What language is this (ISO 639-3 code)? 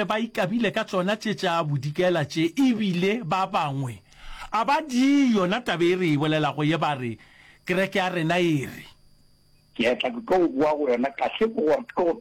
nso